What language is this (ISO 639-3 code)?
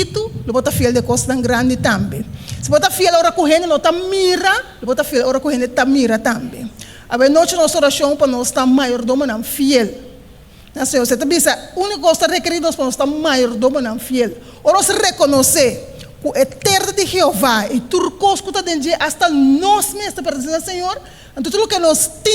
pap